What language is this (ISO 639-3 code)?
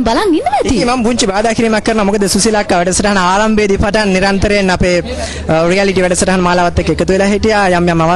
sin